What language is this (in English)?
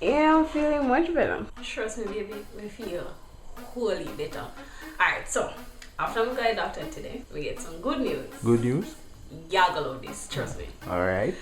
Jamaican Creole English